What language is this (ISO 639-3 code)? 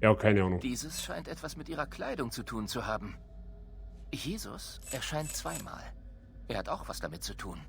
bar